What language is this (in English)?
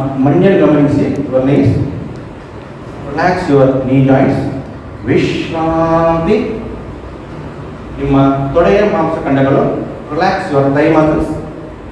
Kannada